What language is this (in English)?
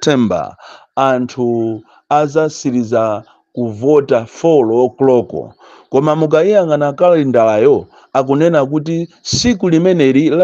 Nyanja